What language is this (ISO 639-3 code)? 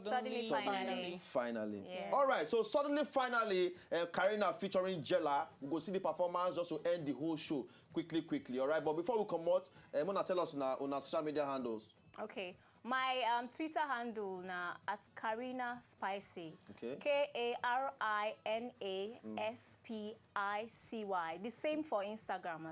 pcm